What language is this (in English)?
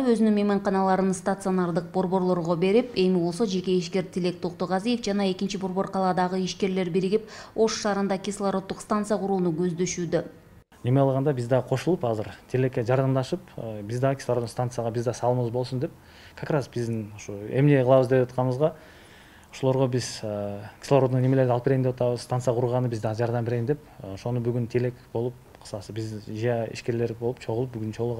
Kyrgyz